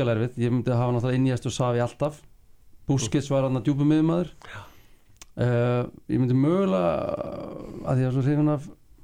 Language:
Icelandic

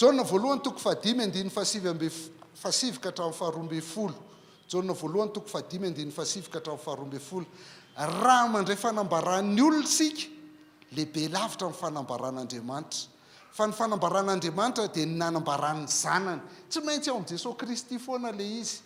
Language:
Malagasy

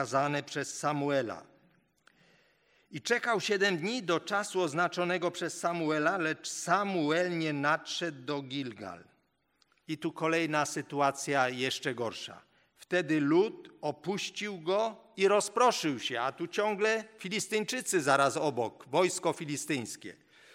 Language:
Polish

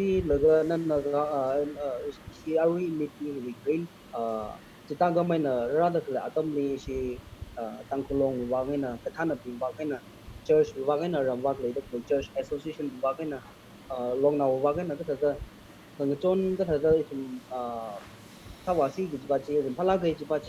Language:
Tangkhul Naga (India)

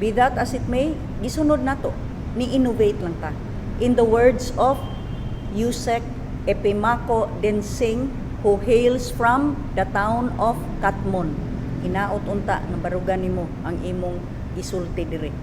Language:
Cebuano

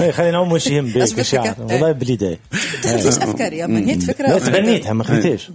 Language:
Tunisian Arabic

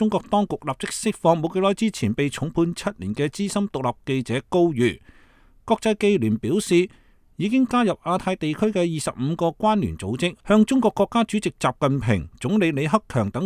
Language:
Cantonese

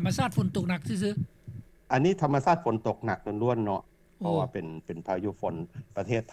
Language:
Lao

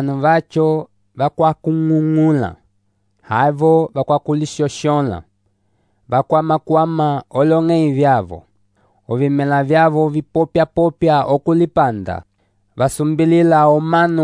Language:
Umbundu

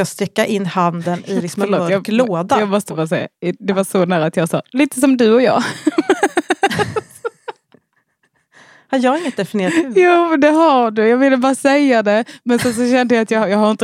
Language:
Swedish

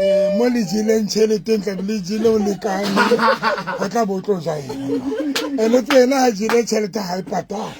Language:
Southern Sotho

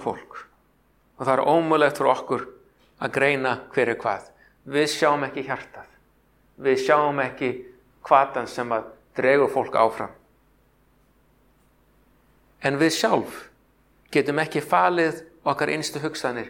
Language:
Icelandic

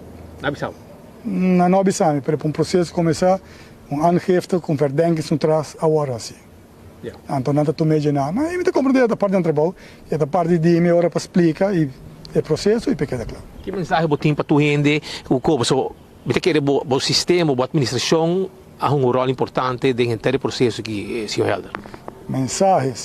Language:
Papiamento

